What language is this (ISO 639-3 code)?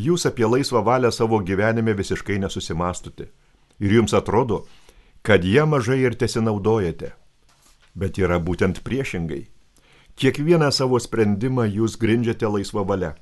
lit